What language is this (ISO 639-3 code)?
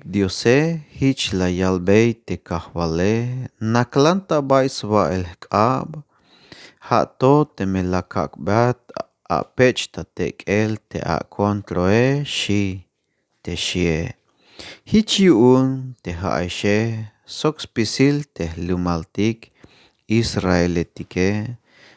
tzh